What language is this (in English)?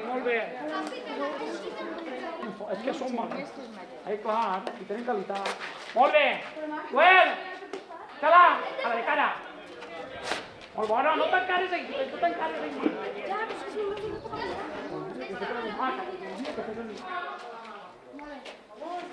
Catalan